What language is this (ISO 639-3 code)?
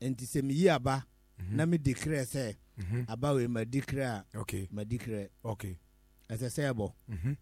aka